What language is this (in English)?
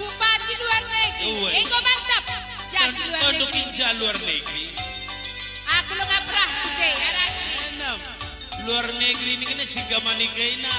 Batak Karo